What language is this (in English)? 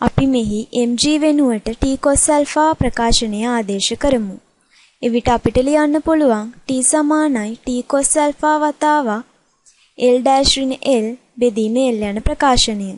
Sinhala